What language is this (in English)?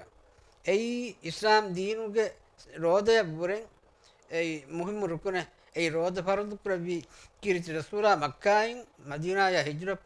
Divehi